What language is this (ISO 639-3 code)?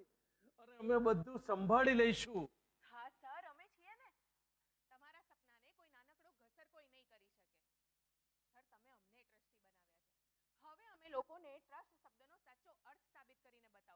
guj